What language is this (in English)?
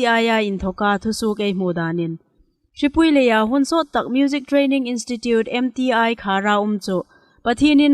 Hmar